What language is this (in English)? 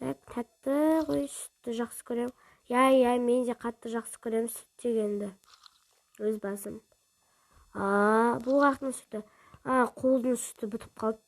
Kazakh